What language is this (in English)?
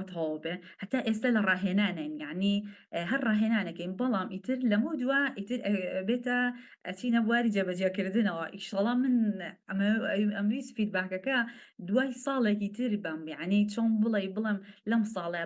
Central Kurdish